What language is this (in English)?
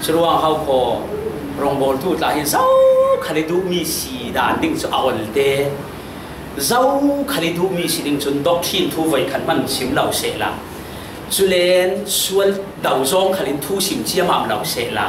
Falam Chin